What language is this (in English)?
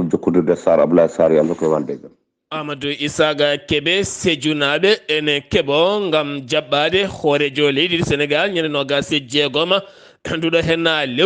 Fula